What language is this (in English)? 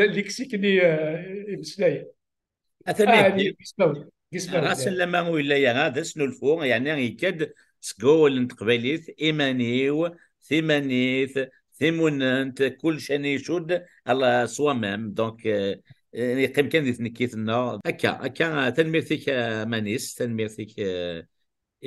Kabyle